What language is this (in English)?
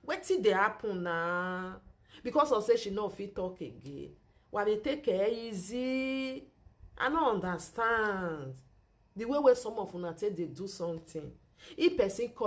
Nigerian Pidgin